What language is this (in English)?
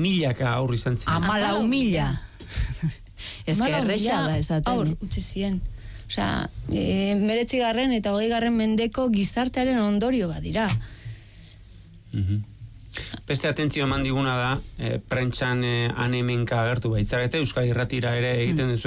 Basque